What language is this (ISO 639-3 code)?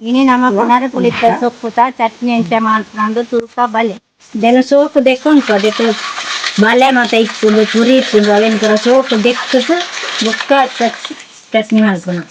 tcy